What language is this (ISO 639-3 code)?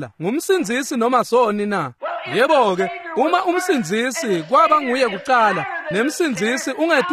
ssw